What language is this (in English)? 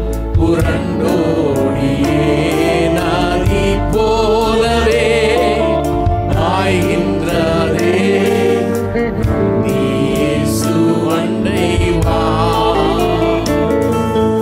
Tamil